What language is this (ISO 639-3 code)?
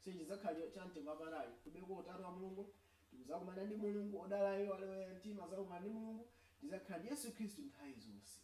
nya